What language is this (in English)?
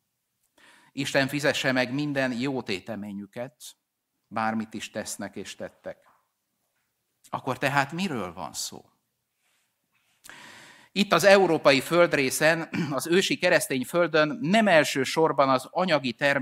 Hungarian